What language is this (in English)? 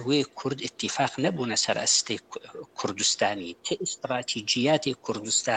Kurdish